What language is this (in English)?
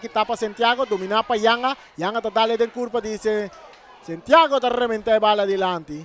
Papiamento